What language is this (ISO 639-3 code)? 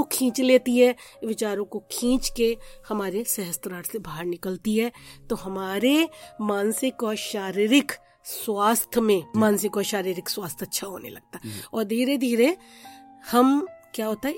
hin